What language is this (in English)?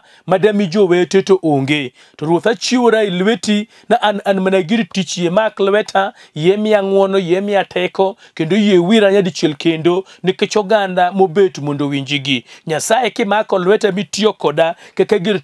Luo (Kenya and Tanzania)